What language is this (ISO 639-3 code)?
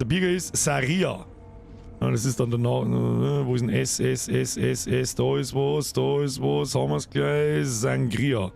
bar